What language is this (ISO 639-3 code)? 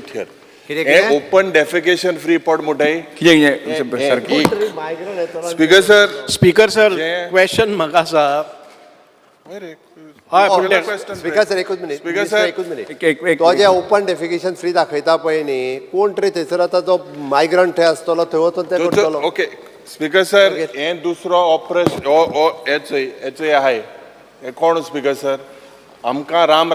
kok